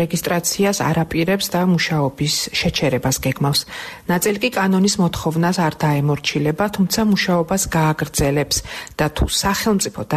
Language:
Georgian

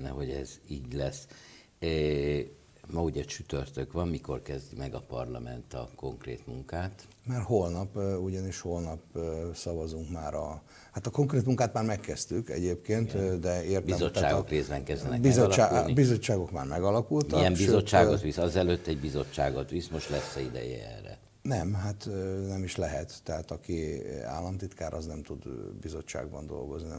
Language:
Hungarian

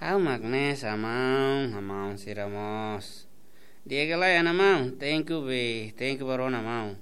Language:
Tetum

